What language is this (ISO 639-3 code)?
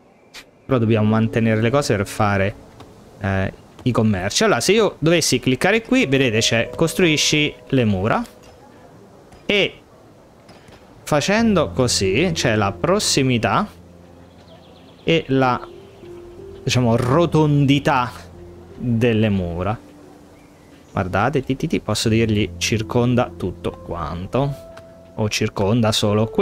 ita